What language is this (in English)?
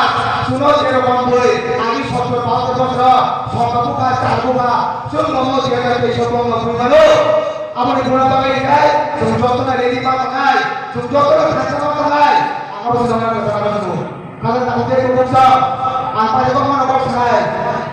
Kok Borok